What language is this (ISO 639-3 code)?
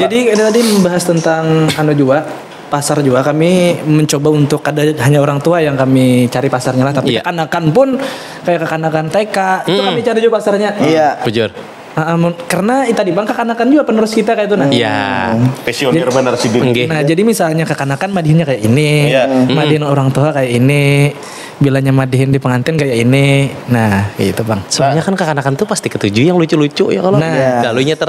bjn